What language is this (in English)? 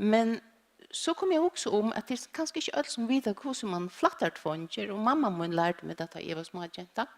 Faroese